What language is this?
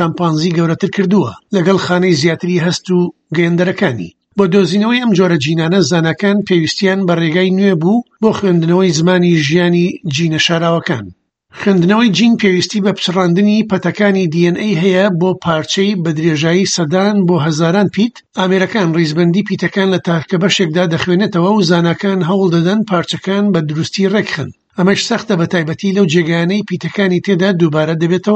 Central Kurdish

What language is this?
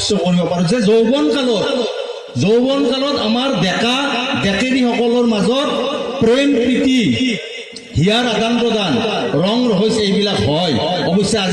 Assamese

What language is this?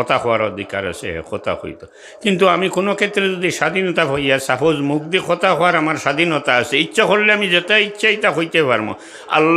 Sylheti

